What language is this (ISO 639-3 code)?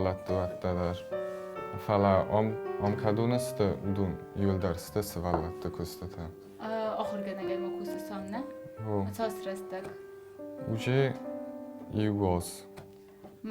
oss